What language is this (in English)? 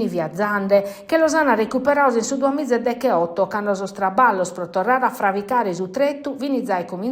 Sardinian